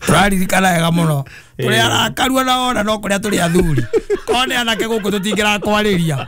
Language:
Kikuyu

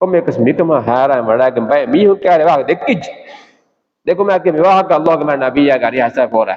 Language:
Divehi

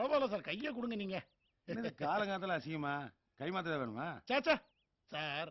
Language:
Tamil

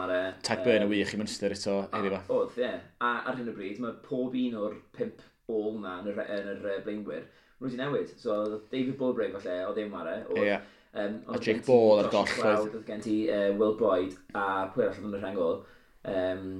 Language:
Welsh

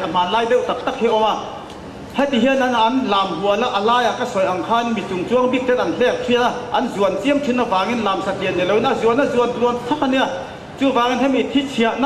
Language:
Mizo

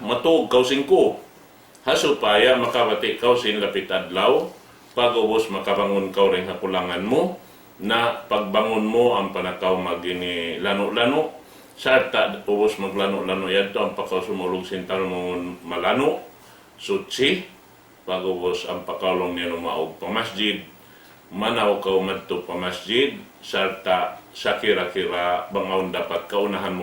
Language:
Tausug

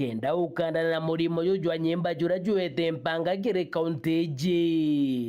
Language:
Meru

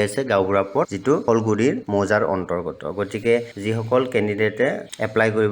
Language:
Assamese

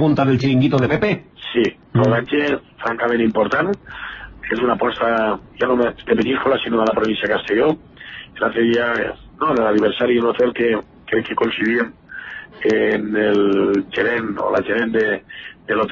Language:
Catalan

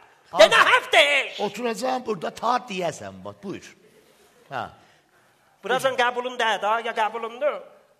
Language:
South Azerbaijani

